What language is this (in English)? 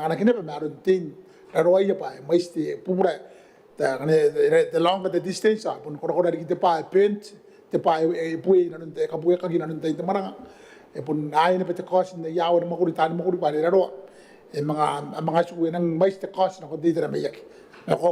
Gilbertese